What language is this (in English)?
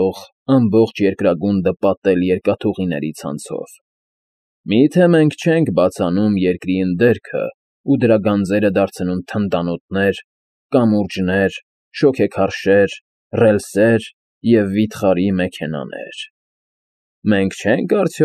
Armenian